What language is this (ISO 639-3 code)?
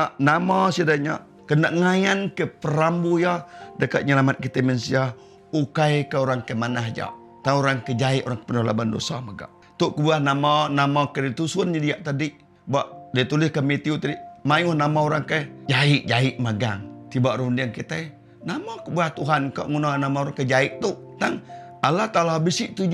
iba